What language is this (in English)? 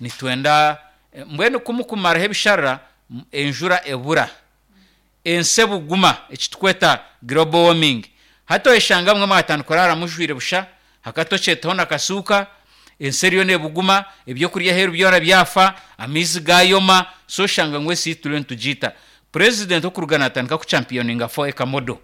Nyankole